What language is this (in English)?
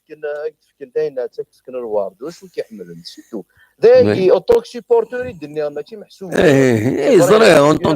Kabyle